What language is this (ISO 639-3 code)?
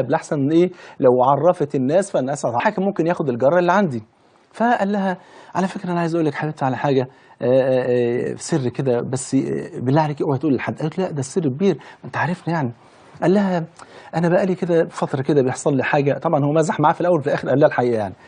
arz